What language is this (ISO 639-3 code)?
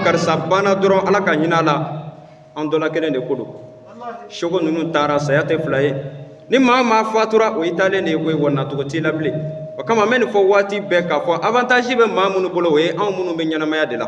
bam